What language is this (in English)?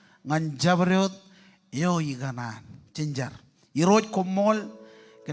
Marshallese